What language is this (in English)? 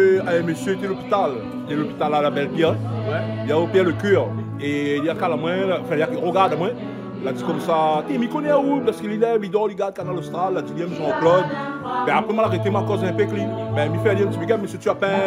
Réunion Creole French